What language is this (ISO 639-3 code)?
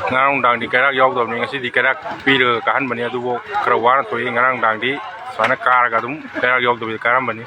mni